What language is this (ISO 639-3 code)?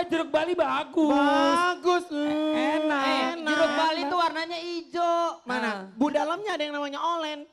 bew